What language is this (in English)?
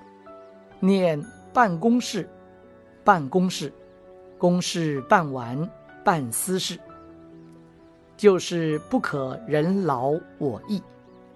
Chinese